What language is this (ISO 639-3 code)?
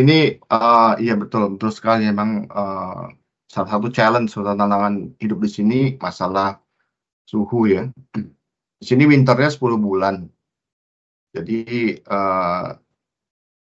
ind